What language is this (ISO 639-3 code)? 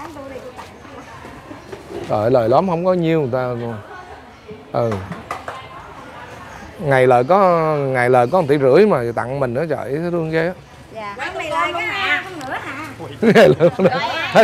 vie